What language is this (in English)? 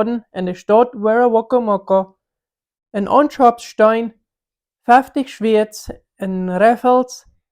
Plautdietsch